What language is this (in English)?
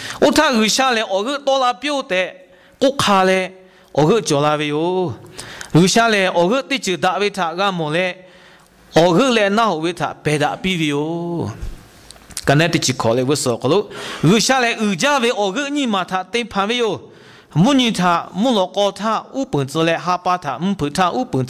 Lahu